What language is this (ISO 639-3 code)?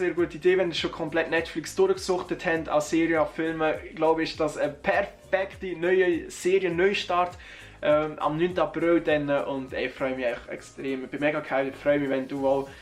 gsw